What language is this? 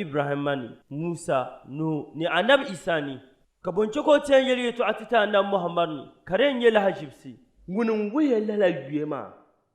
Dagbani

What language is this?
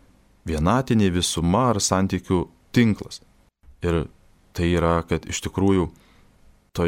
Lithuanian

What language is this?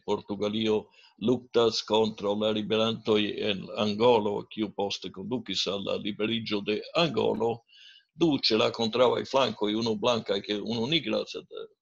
Esperanto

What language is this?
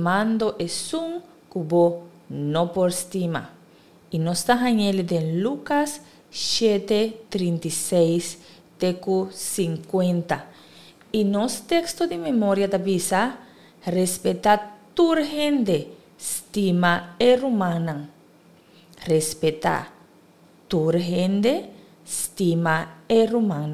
Papiamento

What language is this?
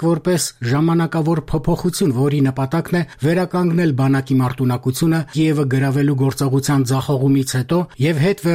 Armenian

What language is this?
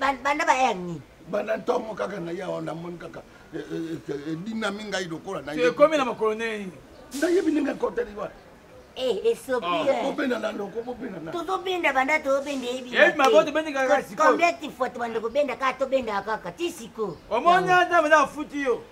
Lingala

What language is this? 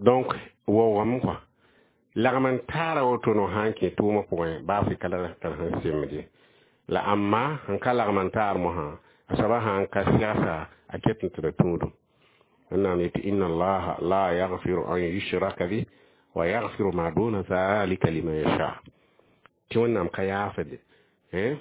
Mossi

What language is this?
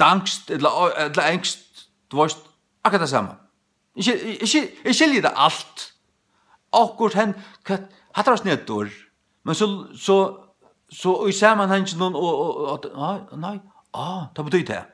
Faroese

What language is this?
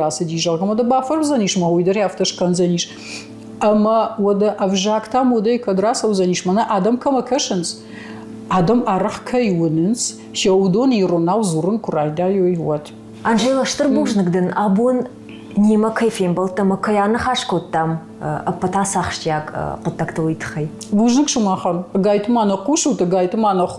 Ossetic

